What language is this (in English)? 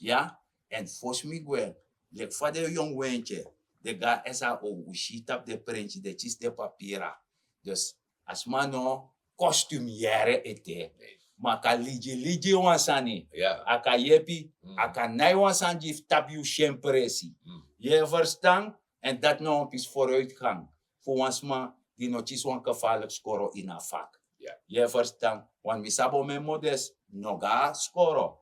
Sranan Tongo